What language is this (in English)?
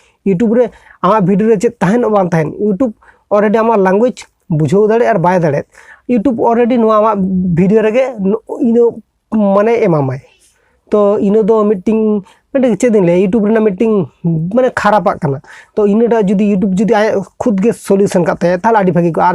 Santali